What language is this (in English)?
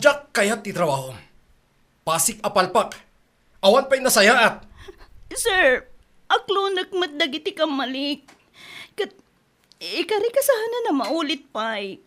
Iloko